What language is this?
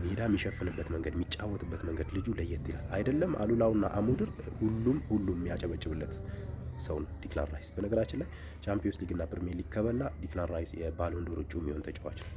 Amharic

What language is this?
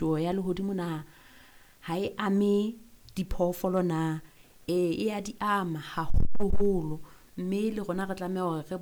Southern Sotho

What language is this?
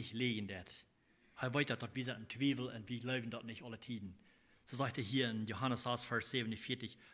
Plautdietsch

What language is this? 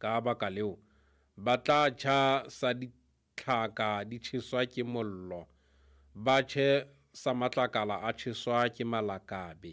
Southern Sotho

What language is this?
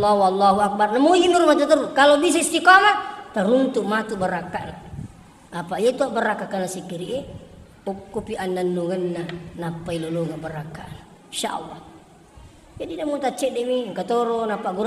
Buginese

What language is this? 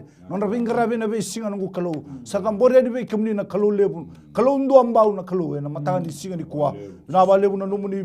Fijian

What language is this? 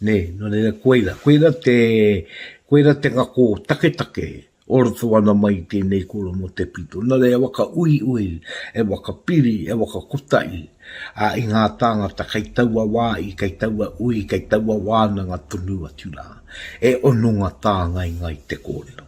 Māori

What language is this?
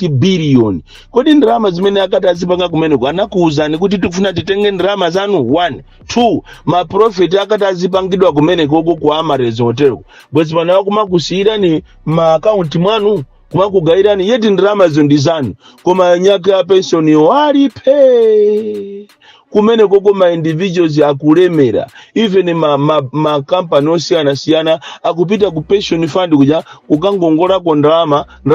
Nyanja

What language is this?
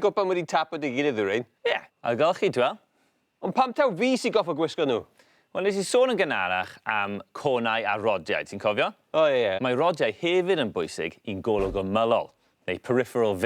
Welsh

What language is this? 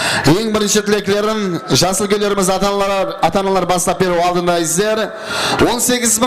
Kara-Kalpak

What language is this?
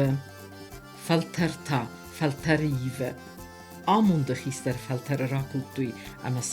Ossetic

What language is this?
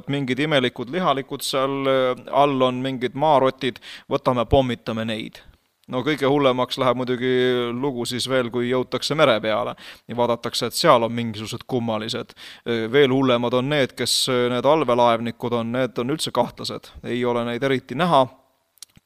Estonian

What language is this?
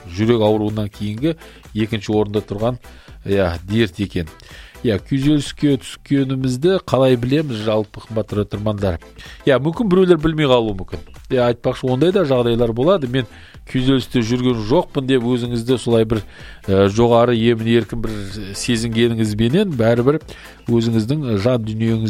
Kazakh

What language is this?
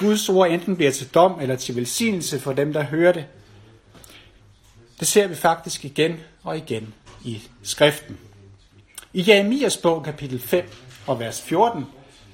Danish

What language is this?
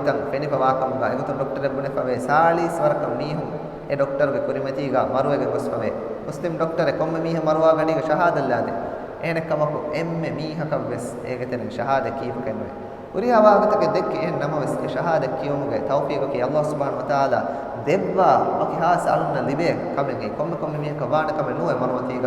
Divehi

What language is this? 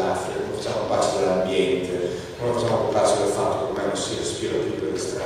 Italian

